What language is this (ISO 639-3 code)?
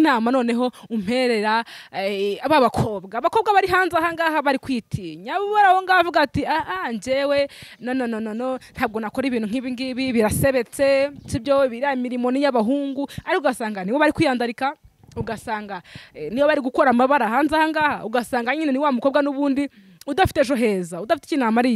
kin